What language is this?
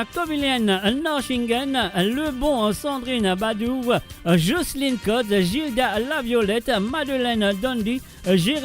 Morisyen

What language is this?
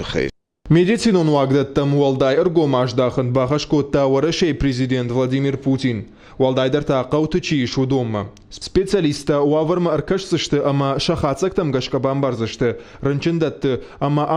Ossetic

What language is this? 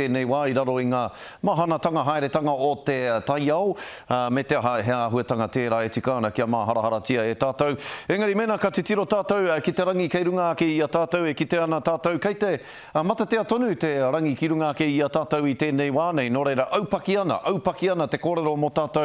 Māori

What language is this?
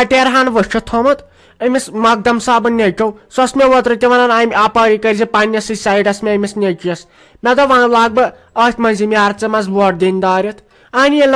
Kashmiri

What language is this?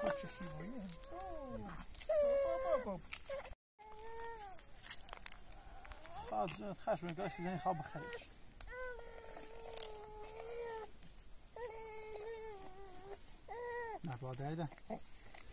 Persian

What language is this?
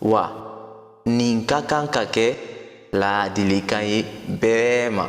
Bambara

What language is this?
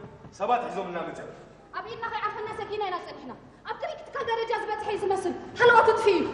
Tigrinya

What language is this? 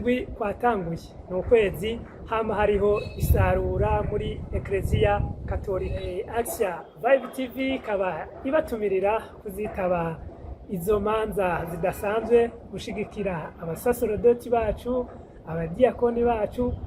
Rundi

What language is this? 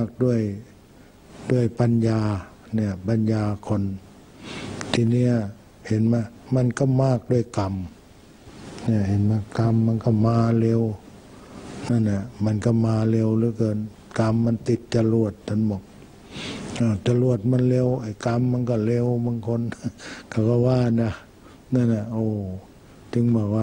Thai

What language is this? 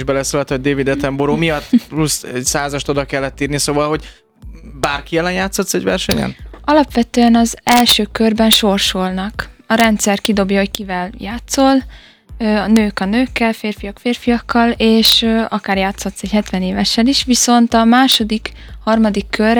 Hungarian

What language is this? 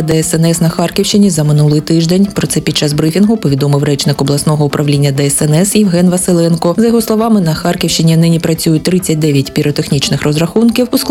Ukrainian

